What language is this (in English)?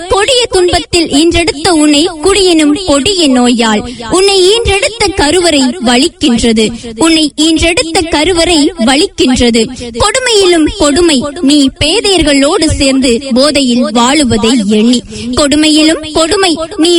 Tamil